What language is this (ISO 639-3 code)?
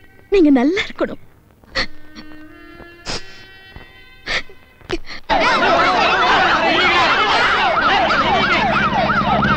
mal